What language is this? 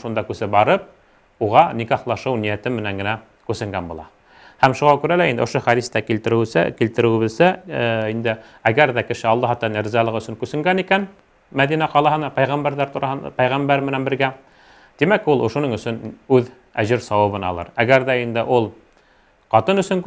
Bashkir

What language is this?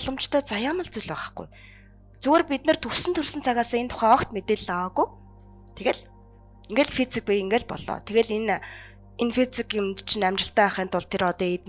Mongolian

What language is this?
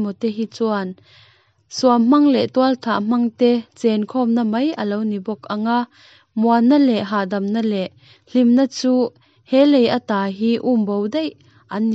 Mizo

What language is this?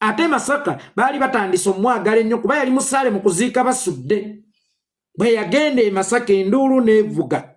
Ganda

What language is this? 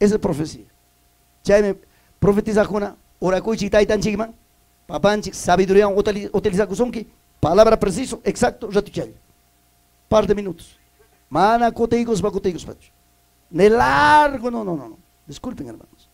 Ayacucho Quechua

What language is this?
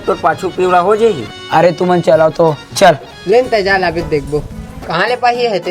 Chhattisgarhi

